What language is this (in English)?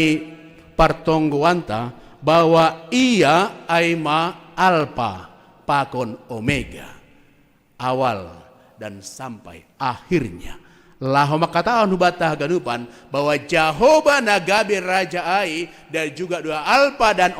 Batak Simalungun